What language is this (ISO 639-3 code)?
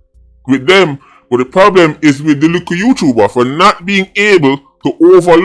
jam